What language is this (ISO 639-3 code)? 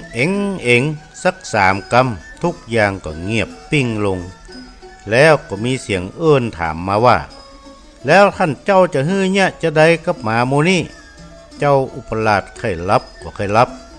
nod